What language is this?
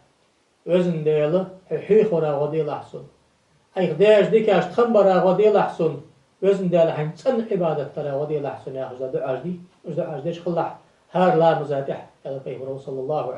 Ingush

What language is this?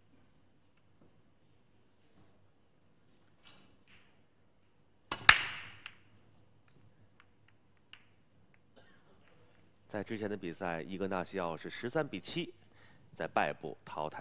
Chinese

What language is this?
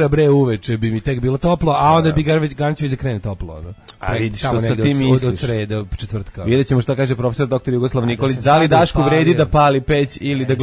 Serbian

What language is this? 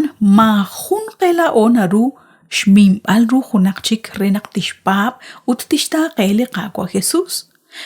Kekchí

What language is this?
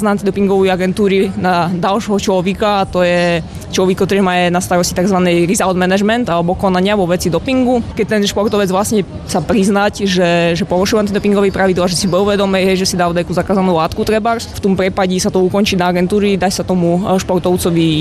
Slovak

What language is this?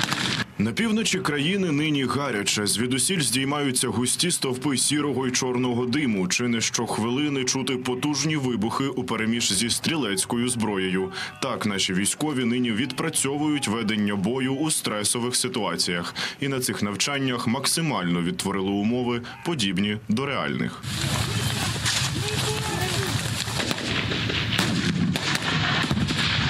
Ukrainian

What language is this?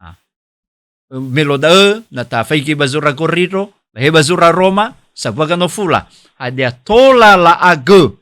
Nias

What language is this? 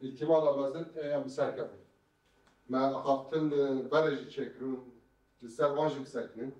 Kurdish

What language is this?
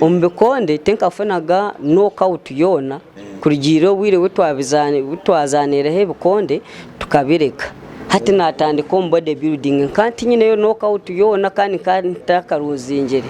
Nyankole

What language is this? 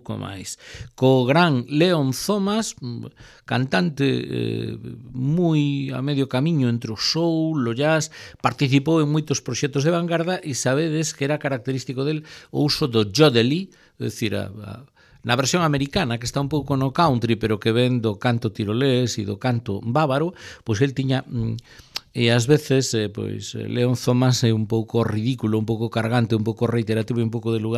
Galician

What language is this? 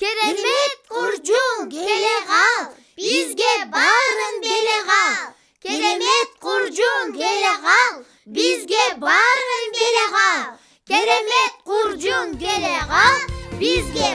Kyrgyz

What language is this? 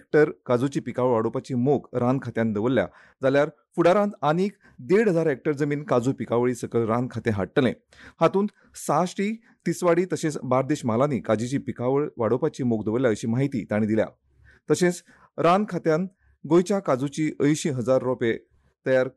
Konkani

